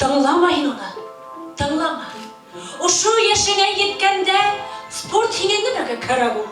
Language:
Bashkir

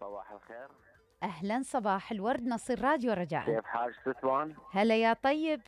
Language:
Mesopotamian Arabic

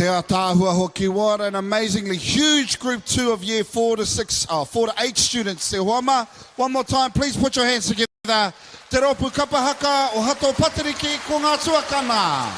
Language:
Māori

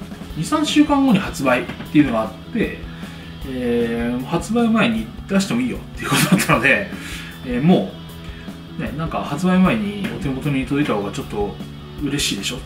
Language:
Japanese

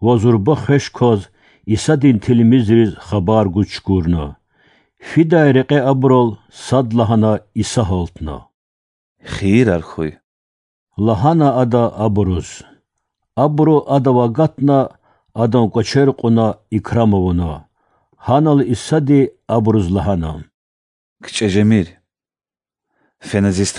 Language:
Lezghian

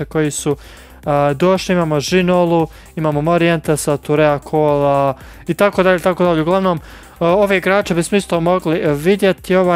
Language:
Croatian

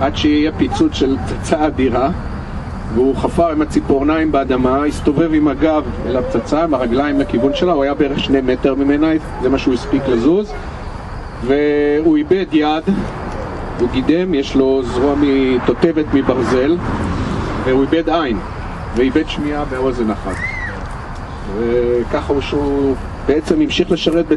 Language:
Hebrew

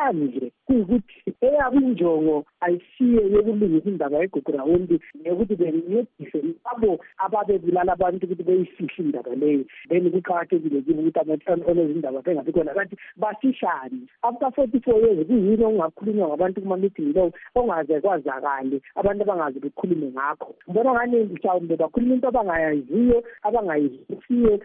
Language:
North Ndebele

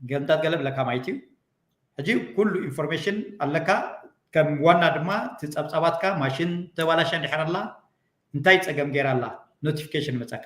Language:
Tigrinya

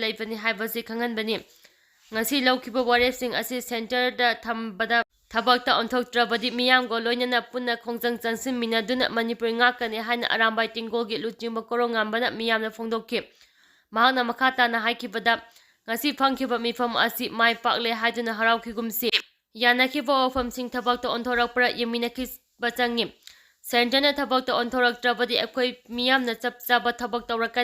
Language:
Manipuri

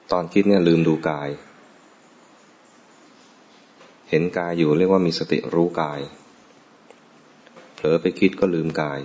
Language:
Thai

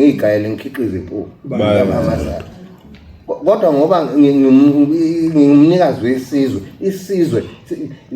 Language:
Zulu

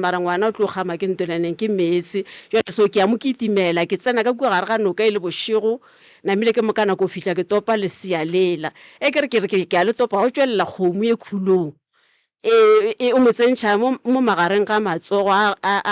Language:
Northern Sotho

